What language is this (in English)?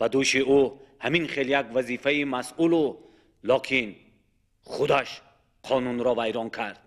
Tajik